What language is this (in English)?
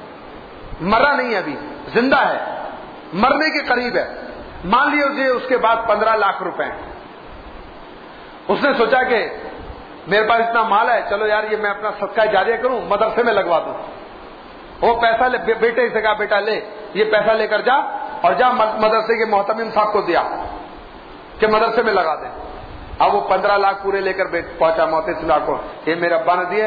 Urdu